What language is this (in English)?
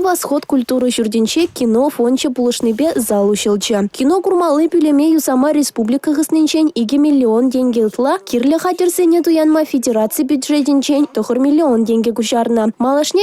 Chuvash